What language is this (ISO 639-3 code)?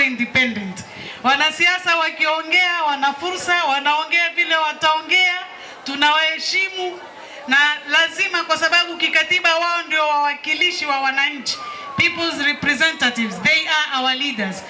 kik